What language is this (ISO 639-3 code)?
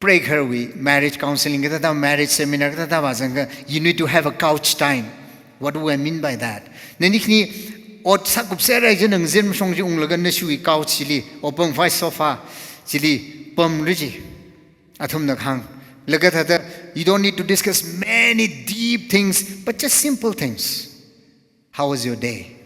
nmf